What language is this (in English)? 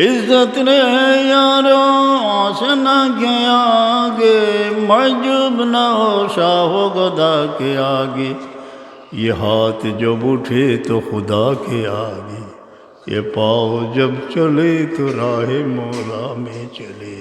Sylheti